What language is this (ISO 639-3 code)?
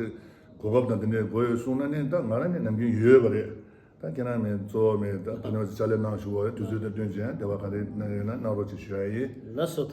bod